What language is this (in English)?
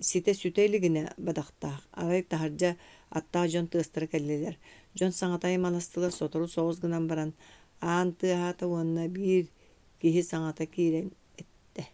Yakut